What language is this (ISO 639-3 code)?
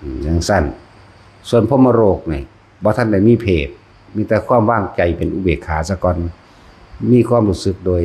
tts